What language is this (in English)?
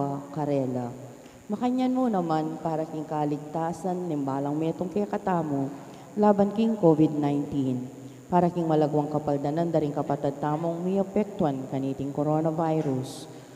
Pampanga